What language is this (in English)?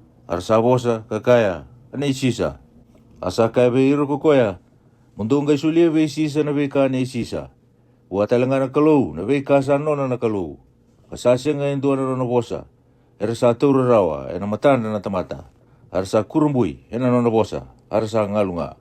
Fijian